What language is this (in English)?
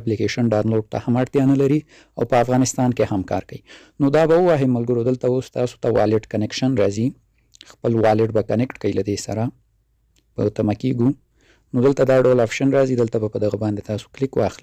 Pashto